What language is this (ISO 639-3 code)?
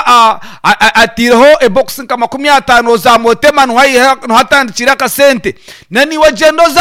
nyn